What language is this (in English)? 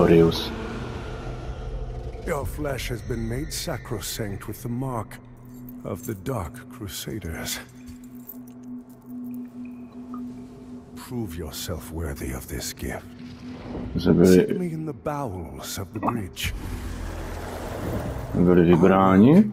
Czech